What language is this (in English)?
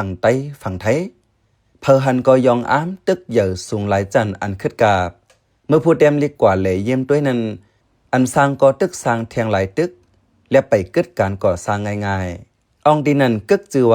Shan